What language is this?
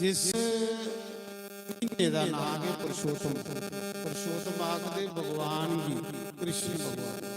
Dogri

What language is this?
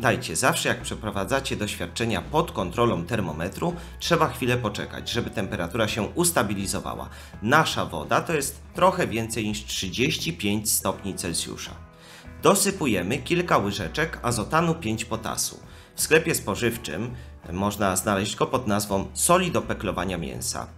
Polish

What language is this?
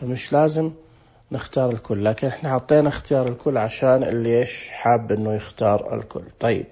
Najdi Arabic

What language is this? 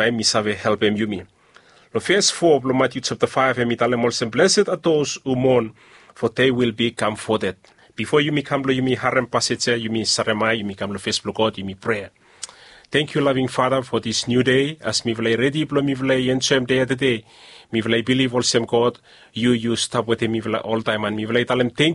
Bislama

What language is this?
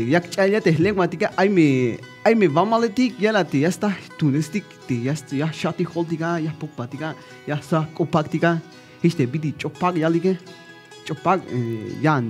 Tzeltal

